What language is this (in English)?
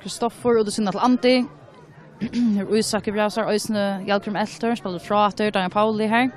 Faroese